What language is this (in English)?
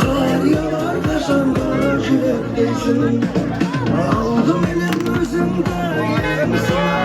Kara-Kalpak